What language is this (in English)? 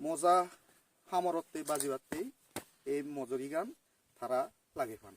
Chakma